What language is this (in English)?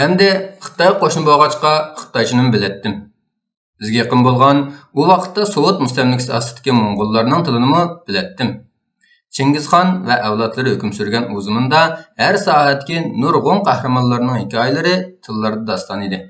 Uyghur